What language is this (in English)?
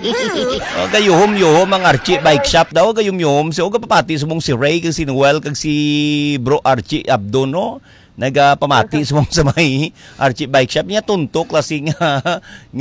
Hiligaynon